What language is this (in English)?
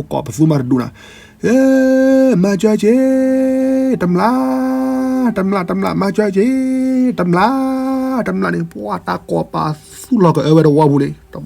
S'gaw Karen